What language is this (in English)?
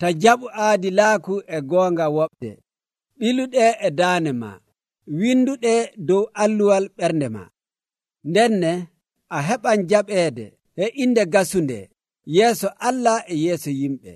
Nigerian Fulfulde